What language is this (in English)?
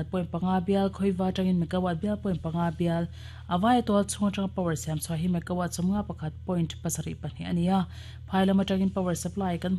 Mizo